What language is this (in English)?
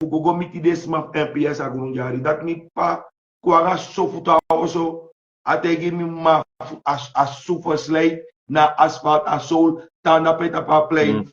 Sranan Tongo